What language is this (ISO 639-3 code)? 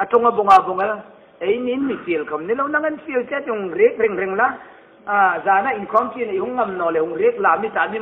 hmr